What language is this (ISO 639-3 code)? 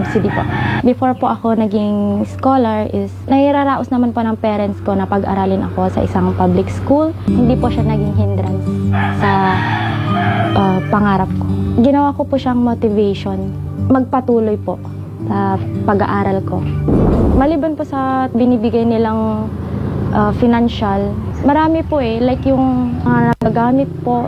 fil